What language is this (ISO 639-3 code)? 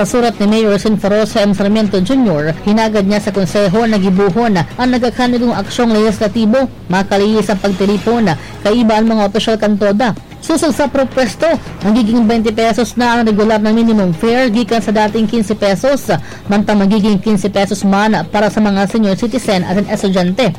bik